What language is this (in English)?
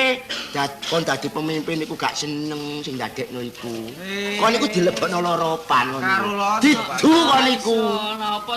Javanese